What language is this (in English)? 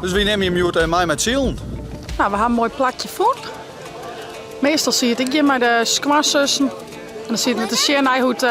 Western Frisian